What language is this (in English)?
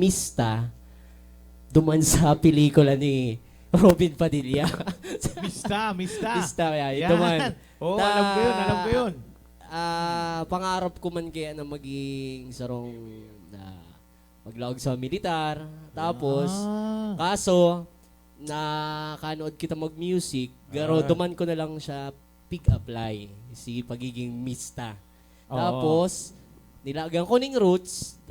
Bikol